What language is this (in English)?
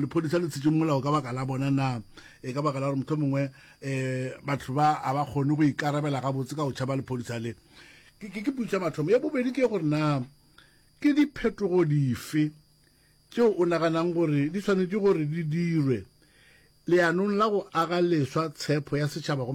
Northern Sotho